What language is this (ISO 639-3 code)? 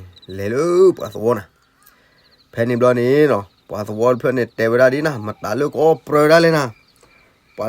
ksw